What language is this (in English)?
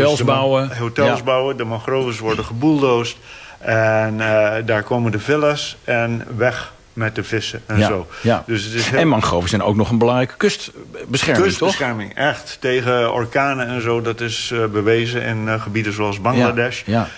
Dutch